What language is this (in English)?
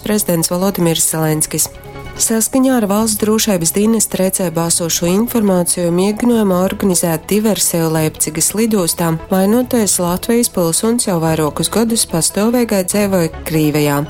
Latgalian